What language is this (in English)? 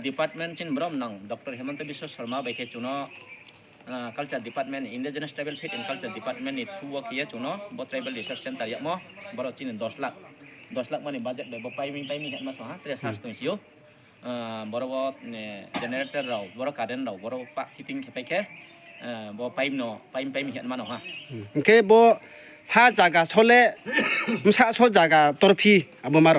Riang (India)